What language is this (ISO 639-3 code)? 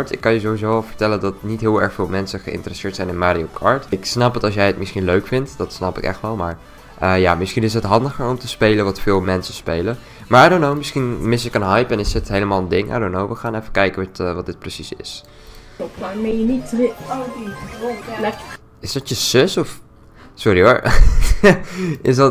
nld